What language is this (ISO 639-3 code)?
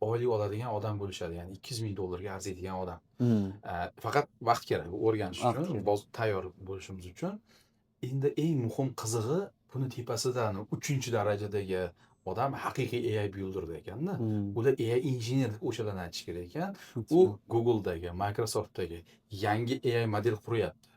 uzb